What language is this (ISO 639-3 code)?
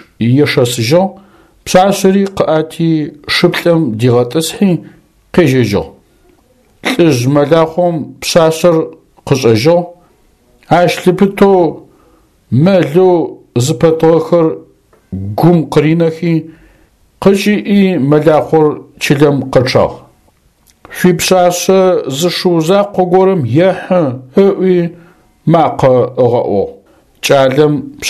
ady